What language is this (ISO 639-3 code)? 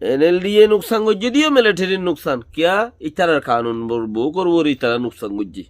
rhg